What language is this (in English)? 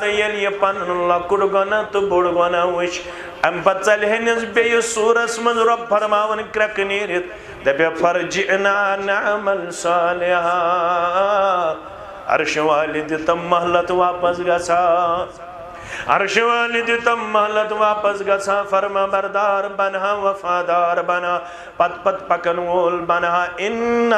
Kashmiri